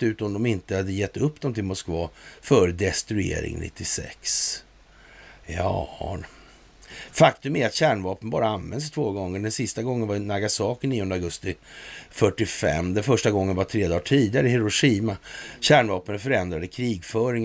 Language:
Swedish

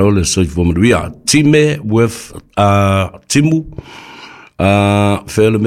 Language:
Samoan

